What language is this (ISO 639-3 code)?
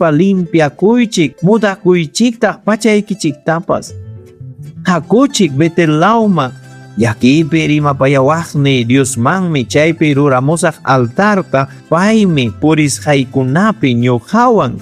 quy